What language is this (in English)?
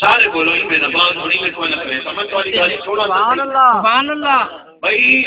Saraiki